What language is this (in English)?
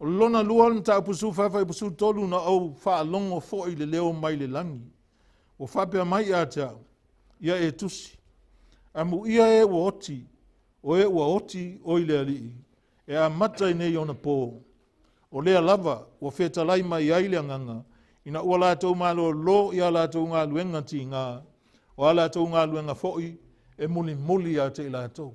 Samoan